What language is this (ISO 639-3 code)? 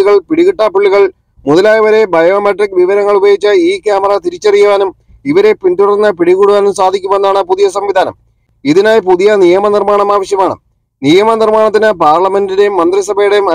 mal